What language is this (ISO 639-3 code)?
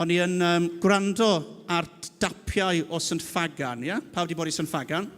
cym